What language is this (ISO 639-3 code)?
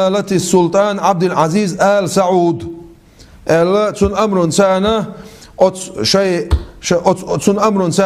che